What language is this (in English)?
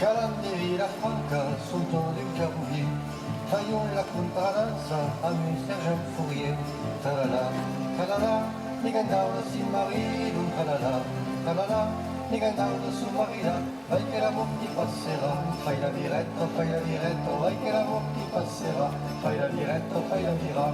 Occitan